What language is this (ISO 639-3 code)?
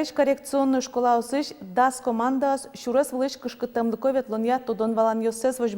udm